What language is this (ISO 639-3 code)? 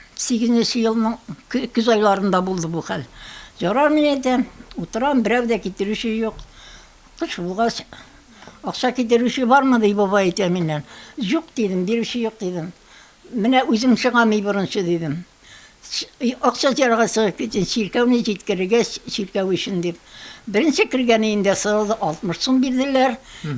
tat